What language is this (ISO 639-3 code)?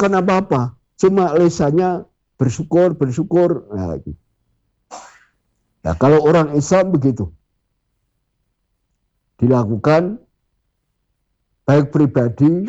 ind